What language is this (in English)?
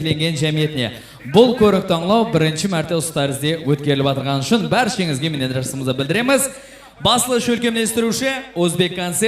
Kara-Kalpak